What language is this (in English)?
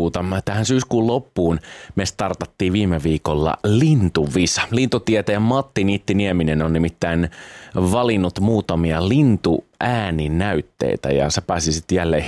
Finnish